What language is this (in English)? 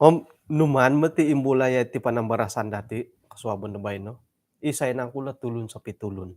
Central Dusun